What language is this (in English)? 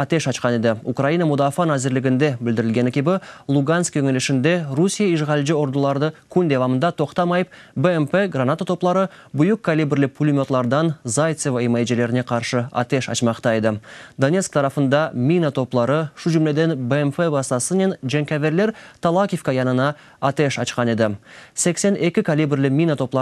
Crimean Tatar